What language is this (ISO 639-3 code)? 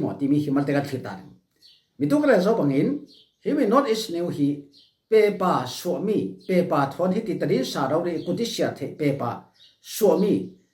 cfm